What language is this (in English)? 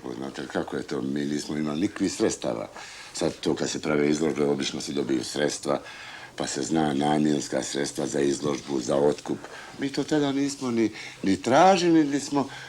Bosnian